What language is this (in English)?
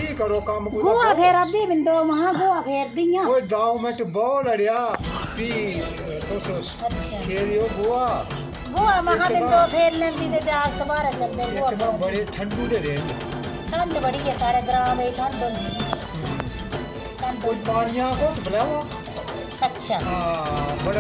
Dogri